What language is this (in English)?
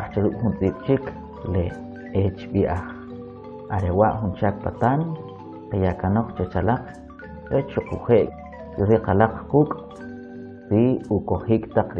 Kʼicheʼ